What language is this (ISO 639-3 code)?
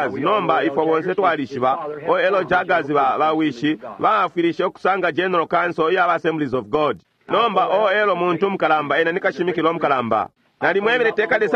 bem